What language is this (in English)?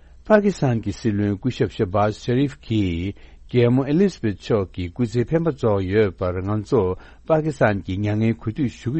Tibetan